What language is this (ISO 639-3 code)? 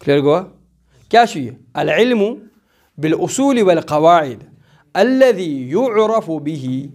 kas